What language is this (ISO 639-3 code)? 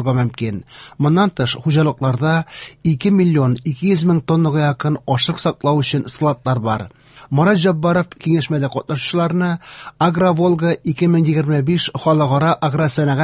tat